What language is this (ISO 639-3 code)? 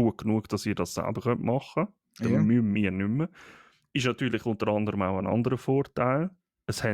gsw